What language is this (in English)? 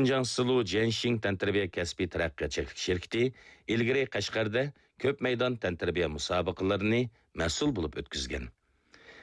Uyghur